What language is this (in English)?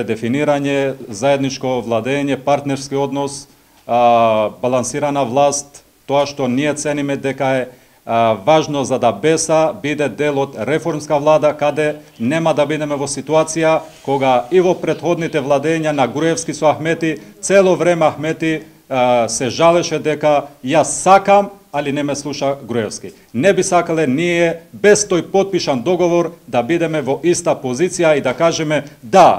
Macedonian